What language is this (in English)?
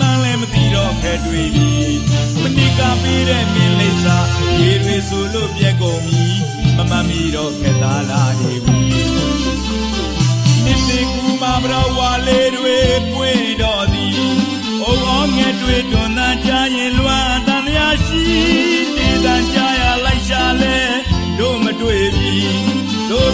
Burmese